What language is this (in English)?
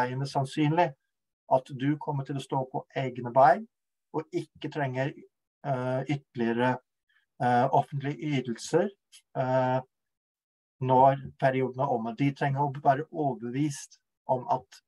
Norwegian